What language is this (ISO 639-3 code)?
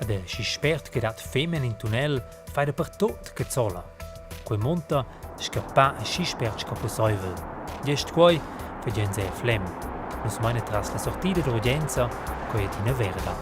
roh